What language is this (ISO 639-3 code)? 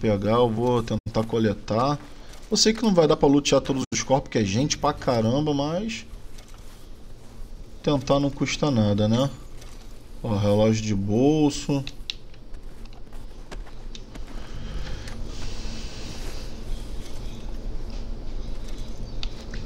por